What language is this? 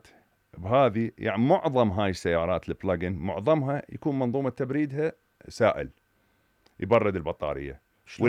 Mesopotamian Arabic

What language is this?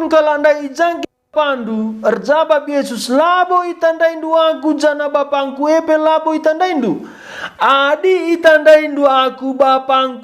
Batak Karo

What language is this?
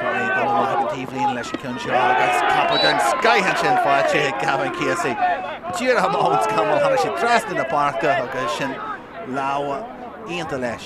Irish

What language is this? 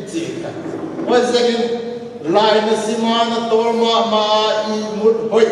Paite Chin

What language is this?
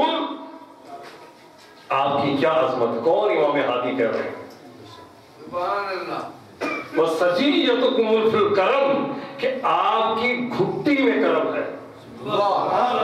Urdu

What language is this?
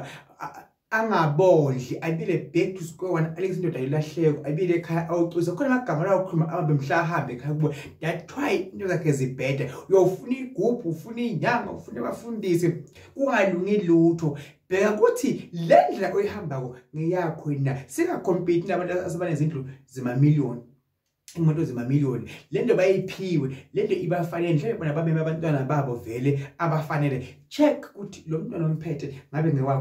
Zulu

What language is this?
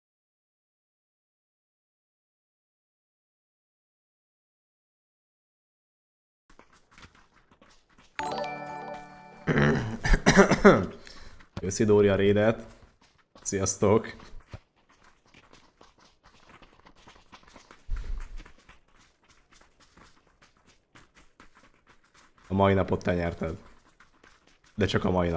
Hungarian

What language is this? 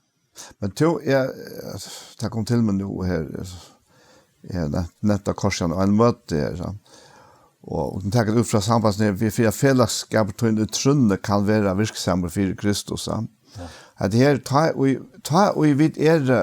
Faroese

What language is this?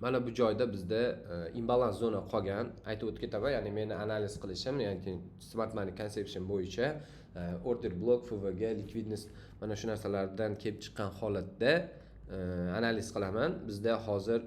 Uzbek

